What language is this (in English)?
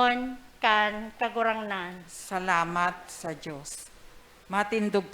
Bikol